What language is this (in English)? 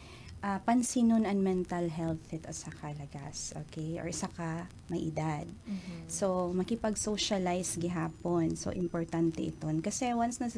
Waray